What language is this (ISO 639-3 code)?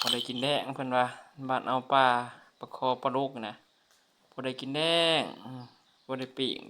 tts